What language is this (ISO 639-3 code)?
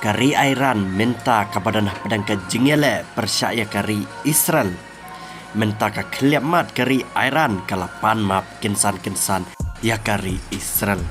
kha